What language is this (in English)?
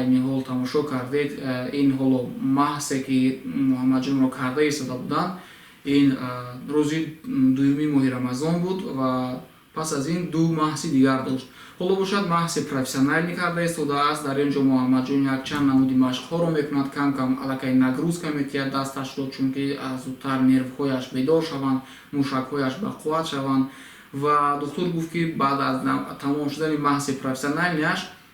Tajik